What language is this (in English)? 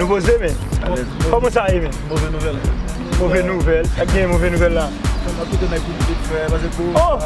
Haitian Creole